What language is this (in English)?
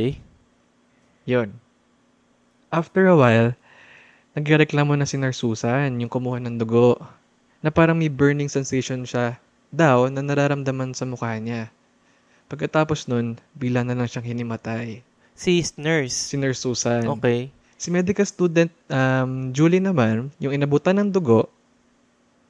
Filipino